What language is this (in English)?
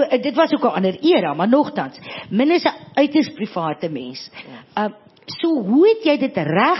Afrikaans